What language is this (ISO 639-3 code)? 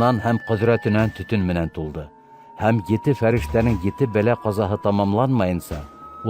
bak